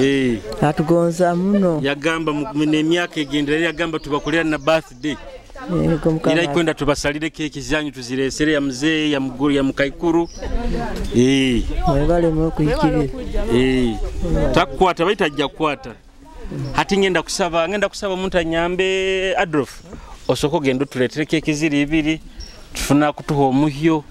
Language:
Nyoro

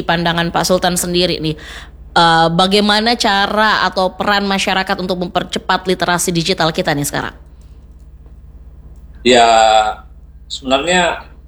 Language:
Indonesian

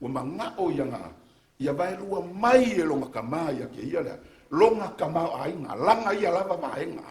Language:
Samoan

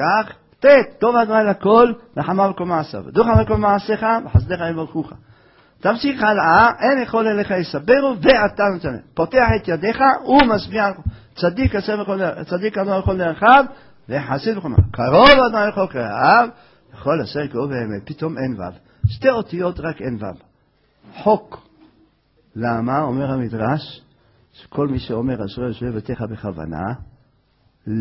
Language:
Hebrew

